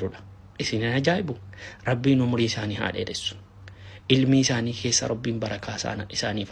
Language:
Oromo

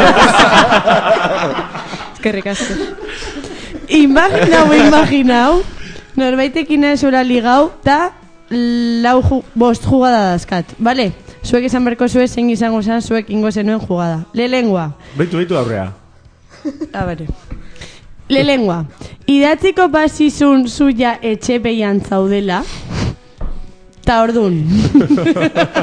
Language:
Basque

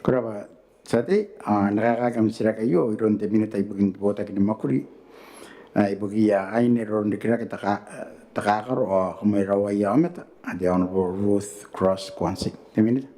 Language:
Gilbertese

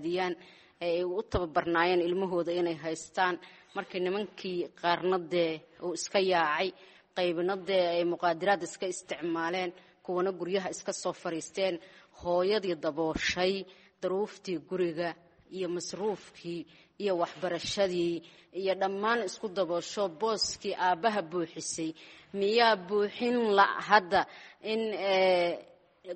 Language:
Somali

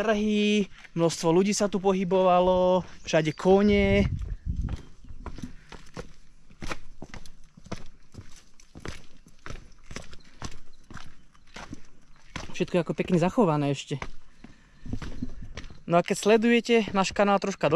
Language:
Slovak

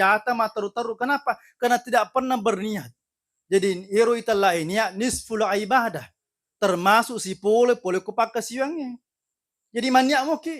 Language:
Buginese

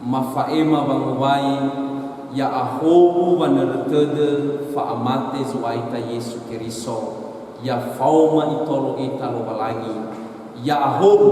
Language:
Nias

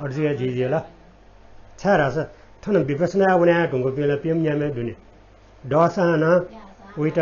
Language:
Newari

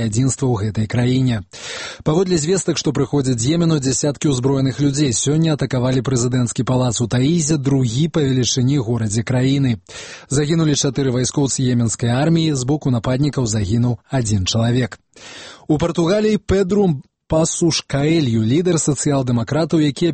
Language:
Belarusian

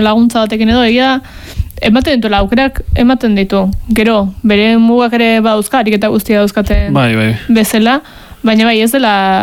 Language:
Basque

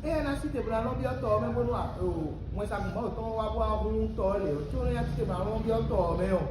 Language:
Fon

